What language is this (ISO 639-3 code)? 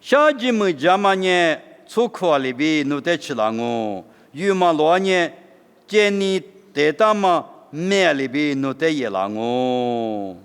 lis